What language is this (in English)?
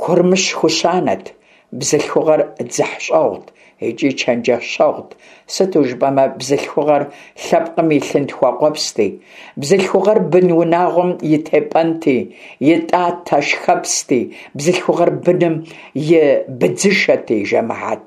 Kabardian